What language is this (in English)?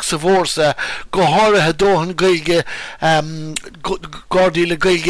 Irish